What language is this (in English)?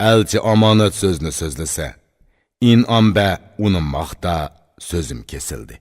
Uyghur